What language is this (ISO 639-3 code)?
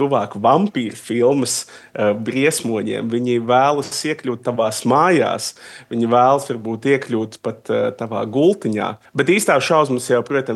lav